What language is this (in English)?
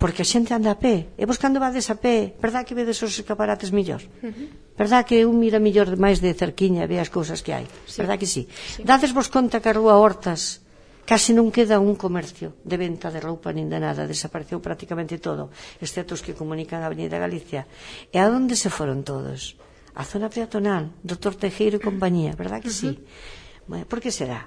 Galician